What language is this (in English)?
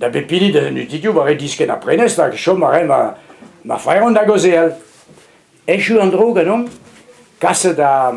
Breton